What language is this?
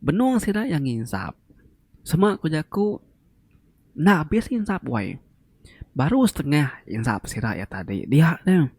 Iban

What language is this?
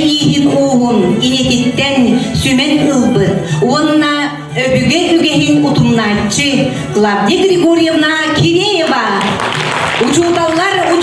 Yakut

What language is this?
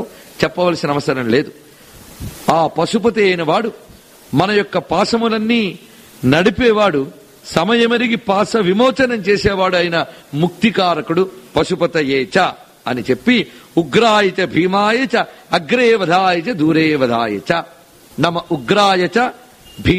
Telugu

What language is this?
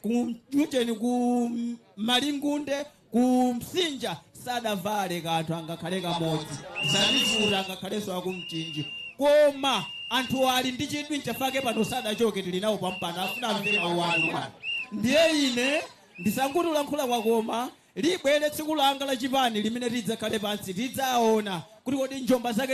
Nyanja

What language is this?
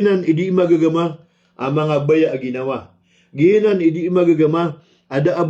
Maranao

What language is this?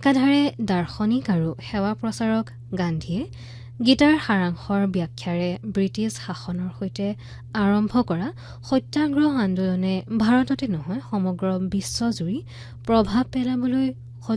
Assamese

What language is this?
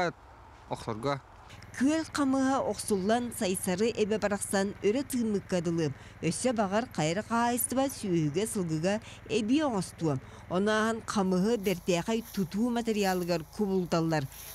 Yakut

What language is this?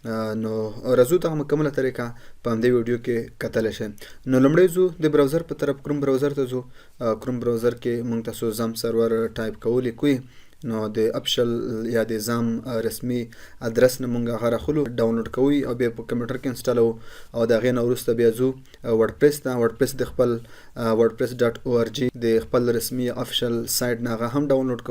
Pashto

